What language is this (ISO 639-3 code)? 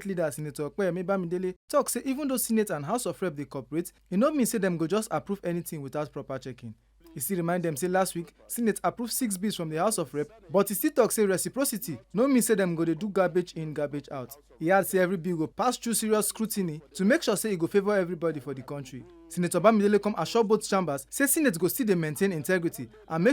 pcm